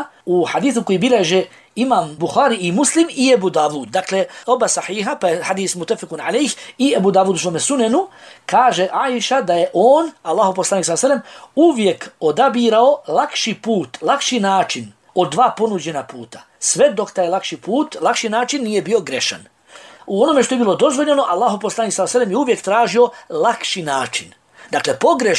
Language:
Bosnian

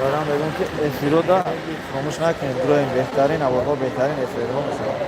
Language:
Tajik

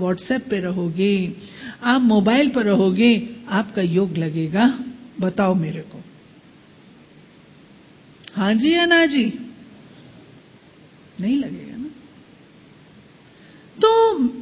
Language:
Hindi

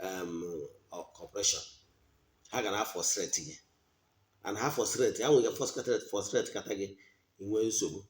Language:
Igbo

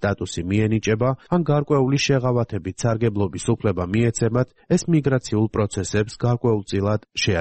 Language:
Georgian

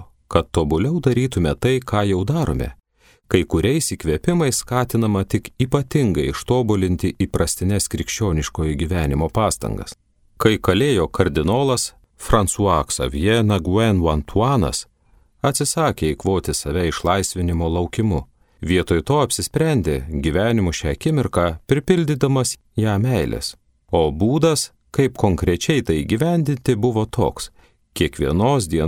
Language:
Lithuanian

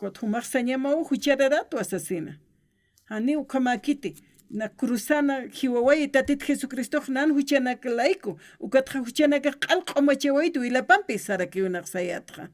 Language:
Aymara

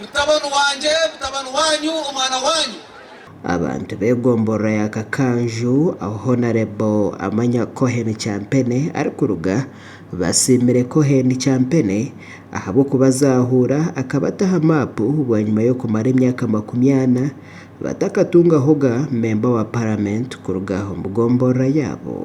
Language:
Nyankole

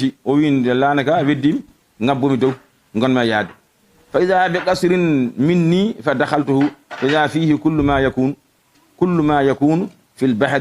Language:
Fula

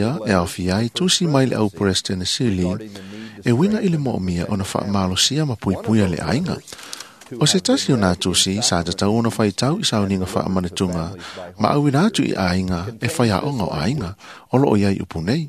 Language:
Samoan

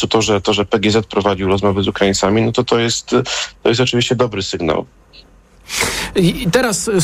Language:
Polish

